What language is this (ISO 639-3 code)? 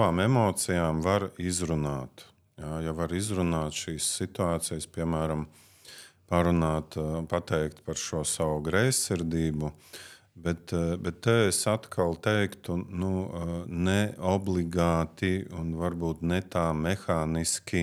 lav